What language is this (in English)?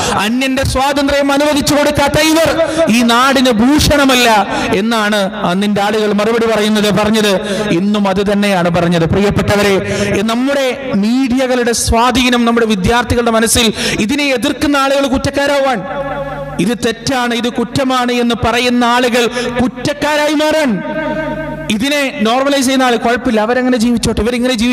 Malayalam